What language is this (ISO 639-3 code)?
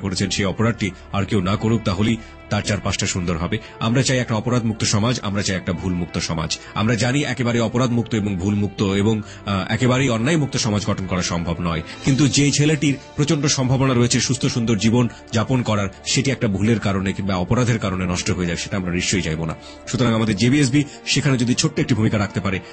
ben